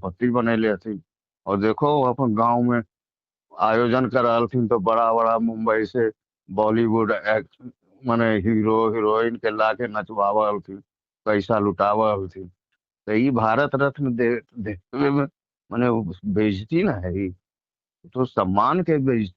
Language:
Magahi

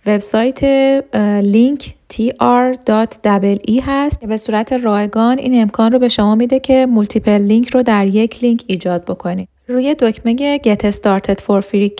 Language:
Persian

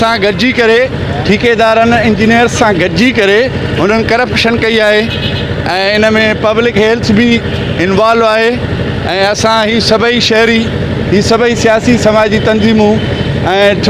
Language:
Sindhi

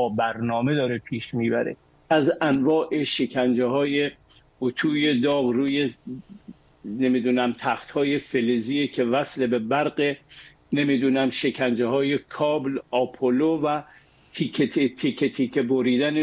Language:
Persian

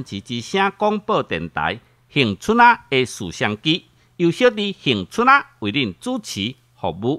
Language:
Min Nan Chinese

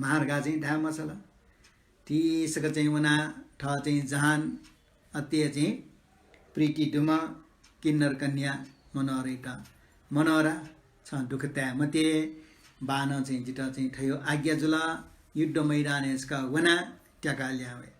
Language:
Newari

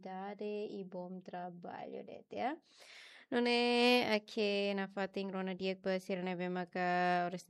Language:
Tetum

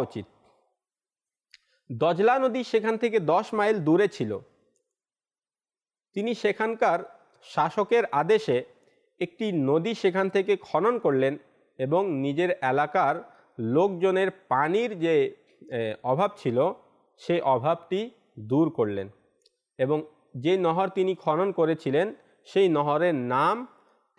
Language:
Bangla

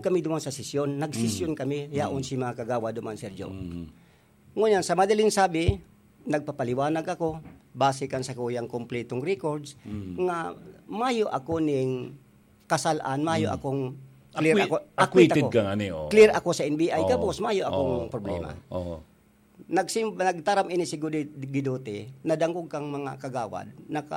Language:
Bikol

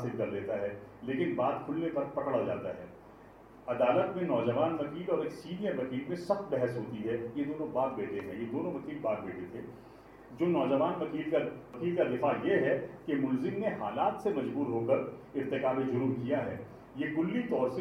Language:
Urdu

